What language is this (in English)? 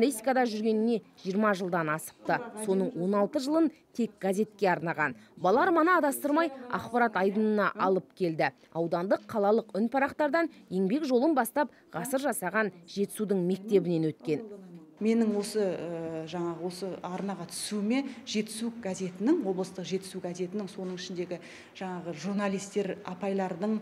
Kazakh